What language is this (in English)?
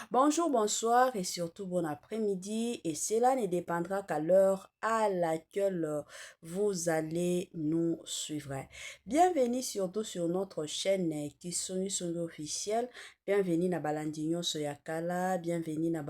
Lingala